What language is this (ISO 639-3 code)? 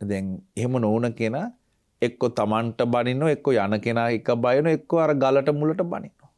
sin